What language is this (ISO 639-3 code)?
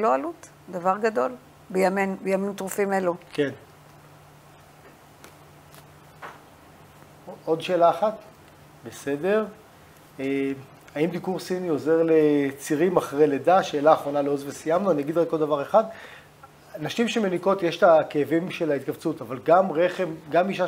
heb